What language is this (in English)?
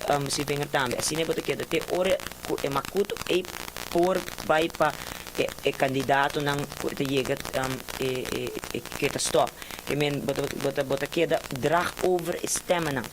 Papiamento